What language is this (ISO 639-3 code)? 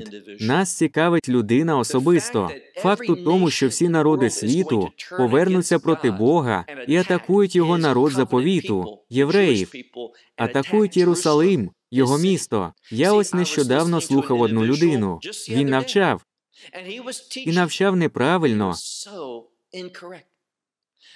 ukr